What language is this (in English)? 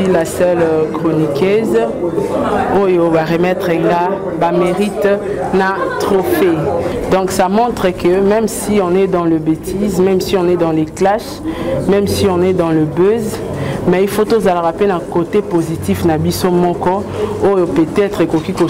Lingala